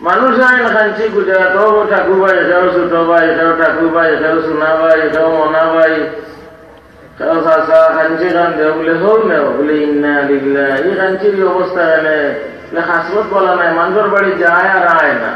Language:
Sylheti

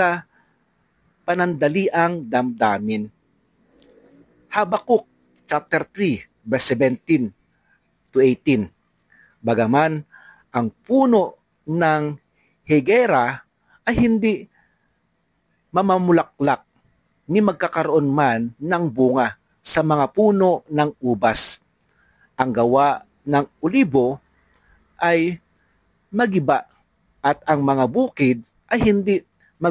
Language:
Filipino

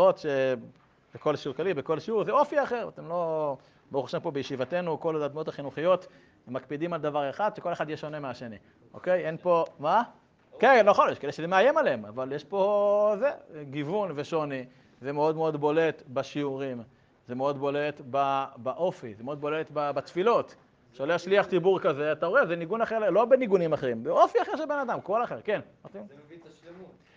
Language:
Hebrew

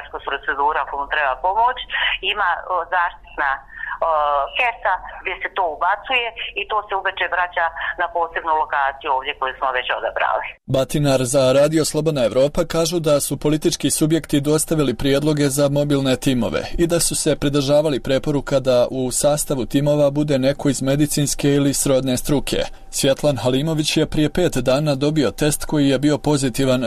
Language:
Bosnian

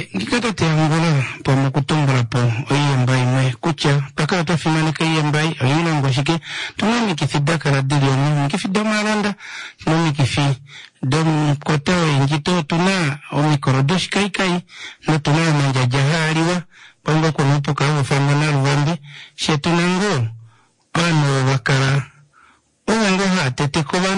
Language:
Kuanyama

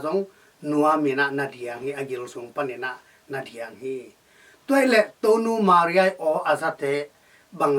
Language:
Tedim Chin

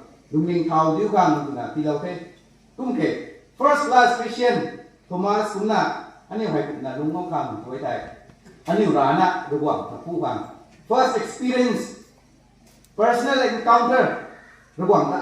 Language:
Rongmei Naga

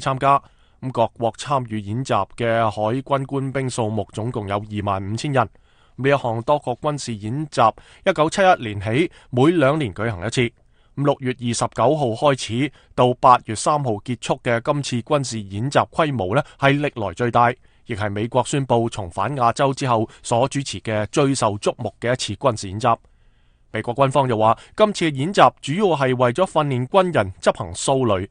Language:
Cantonese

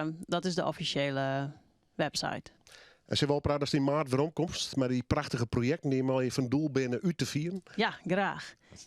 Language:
Western Frisian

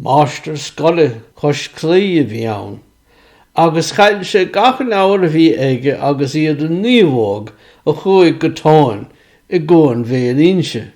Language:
Irish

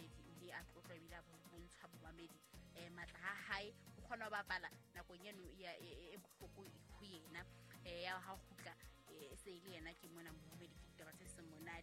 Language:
Southern Sotho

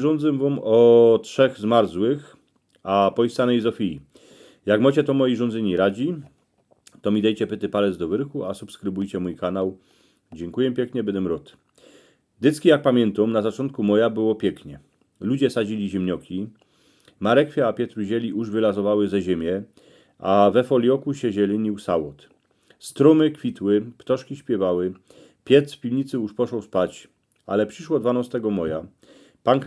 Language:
Silesian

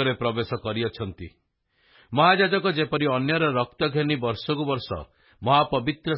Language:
Odia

